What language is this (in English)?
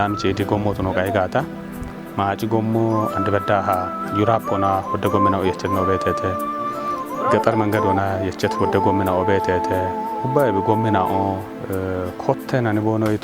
Kafa